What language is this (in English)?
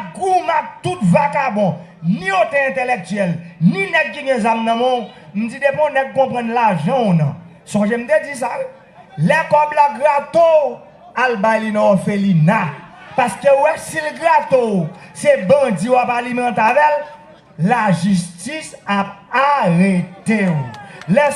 Haitian Creole